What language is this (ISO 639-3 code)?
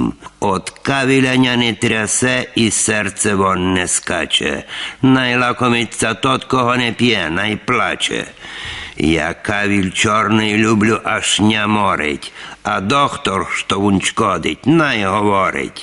rue